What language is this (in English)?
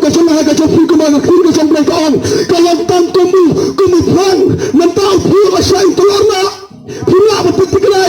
Khasi